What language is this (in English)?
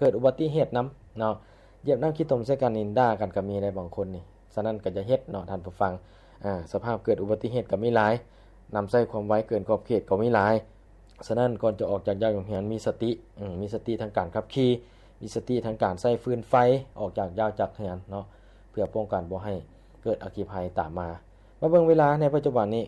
Lao